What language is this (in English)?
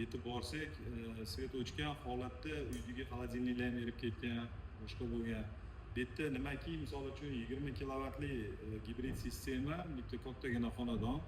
Uzbek